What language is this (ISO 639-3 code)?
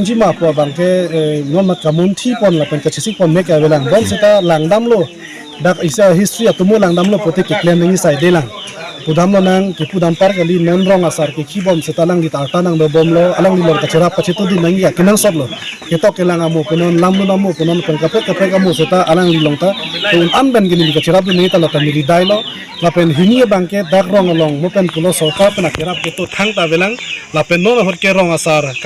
mjw